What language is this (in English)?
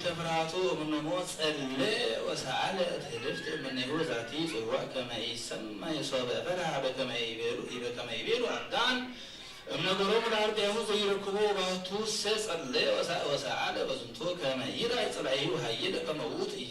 Geez